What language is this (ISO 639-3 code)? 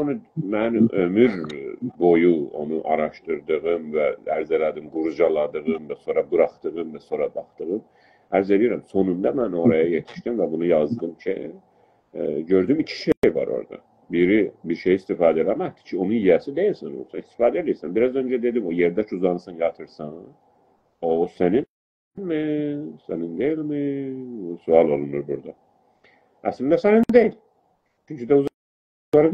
azb